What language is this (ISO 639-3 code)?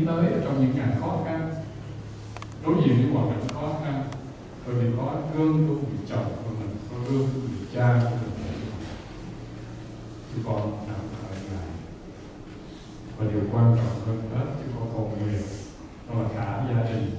vie